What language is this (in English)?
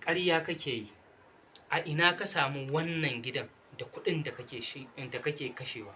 Hausa